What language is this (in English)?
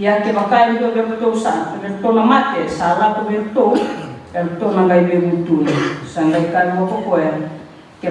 Fijian